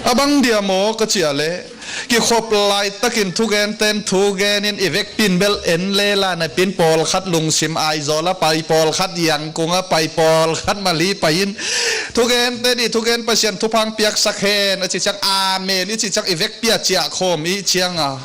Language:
Tedim Chin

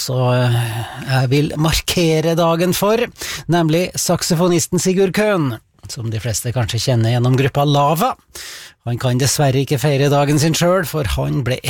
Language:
Norwegian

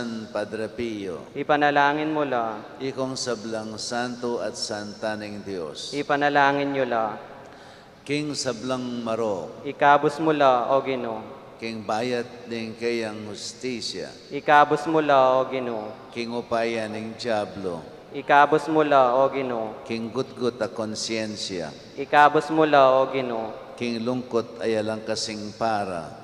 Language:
Pampanga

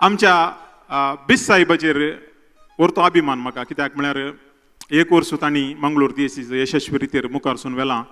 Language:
Konkani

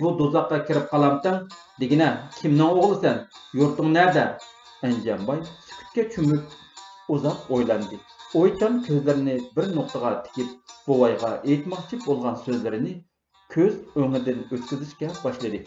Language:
Uyghur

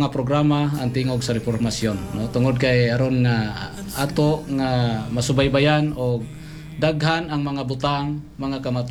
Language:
Cebuano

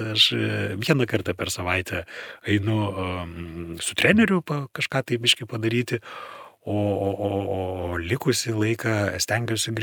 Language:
Lithuanian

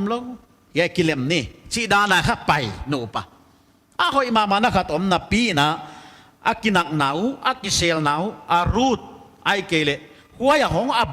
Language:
Paite Chin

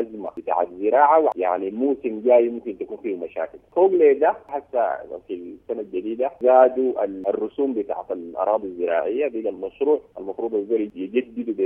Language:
Sudanese Arabic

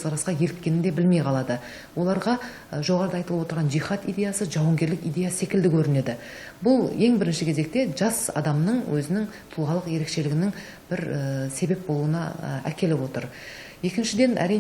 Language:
Kazakh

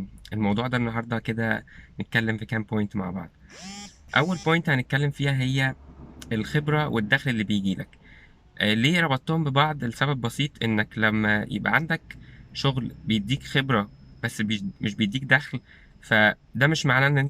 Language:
Egyptian Arabic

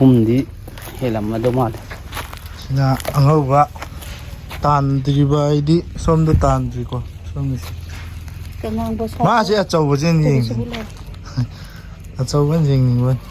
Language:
Manipuri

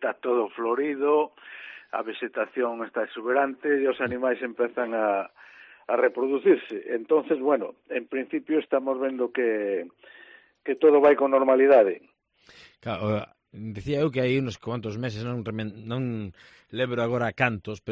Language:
Galician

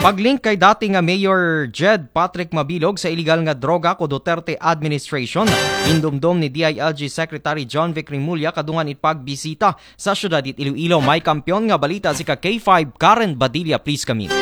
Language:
Aklanon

